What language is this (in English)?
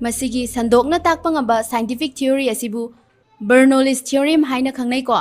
Manipuri